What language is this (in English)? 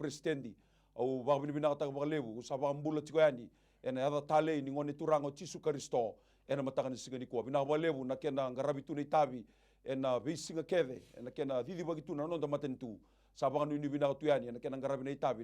Fijian